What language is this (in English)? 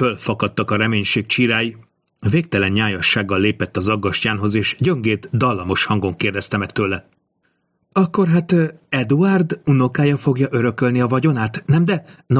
Hungarian